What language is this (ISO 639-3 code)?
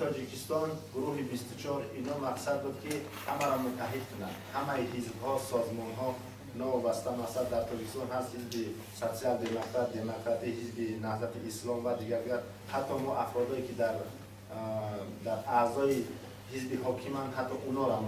tgk